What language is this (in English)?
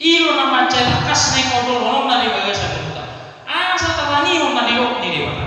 Batak Toba